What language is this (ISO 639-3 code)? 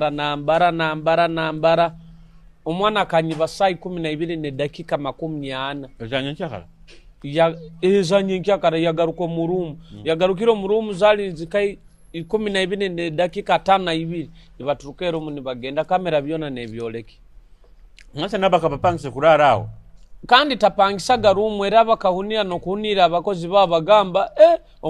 nyo